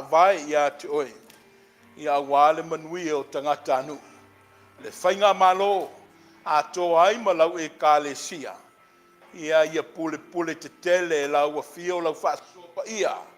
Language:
Samoan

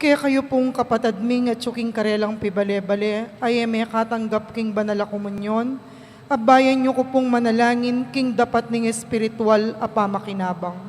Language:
Pampanga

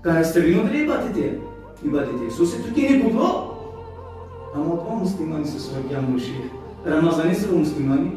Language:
Balkan Romani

